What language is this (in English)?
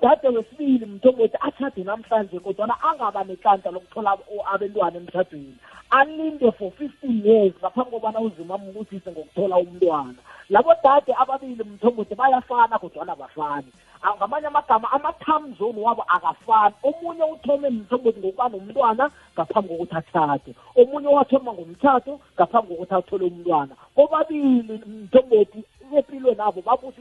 South Ndebele